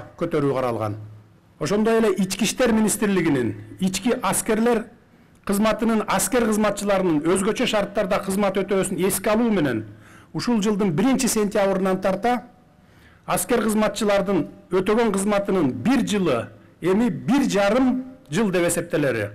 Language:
Kyrgyz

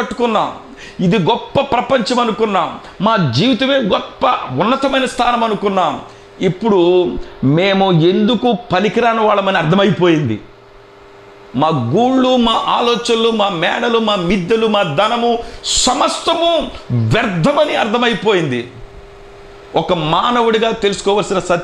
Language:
Telugu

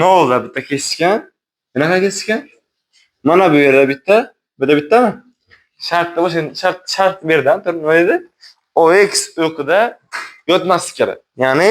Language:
Uzbek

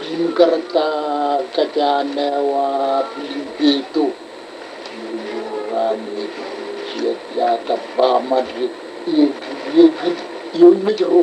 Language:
Marshallese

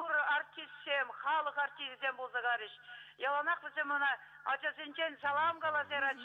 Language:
Chuvash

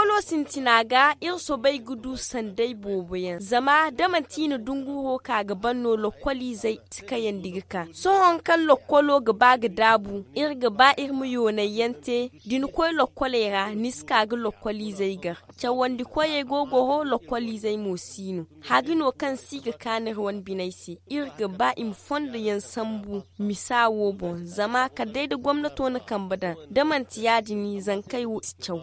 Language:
Zarma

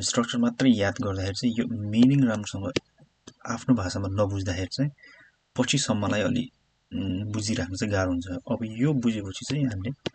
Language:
Nepali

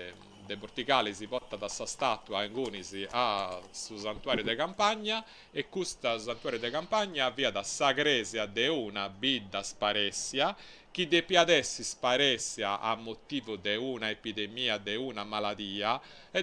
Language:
Sardinian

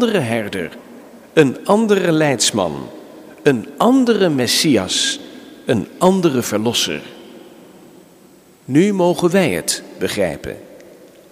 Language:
Dutch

